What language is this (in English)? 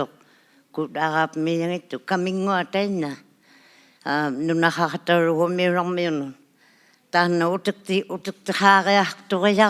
Inuktitut